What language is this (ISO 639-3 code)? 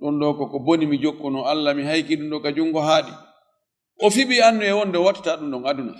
ful